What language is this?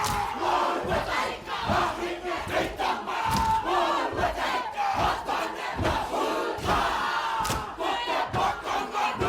Māori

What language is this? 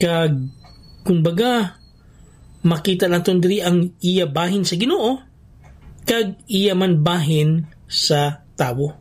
Hiligaynon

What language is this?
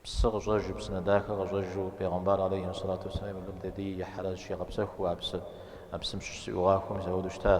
Kabardian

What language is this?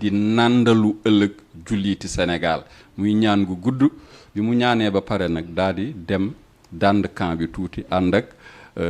Wolof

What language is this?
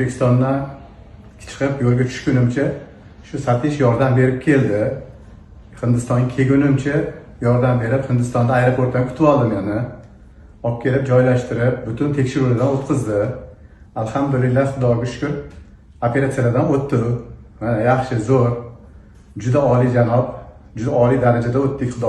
Uzbek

